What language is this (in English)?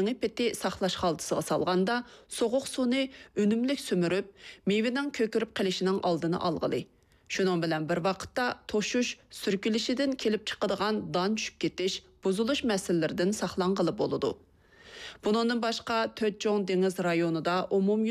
Uyghur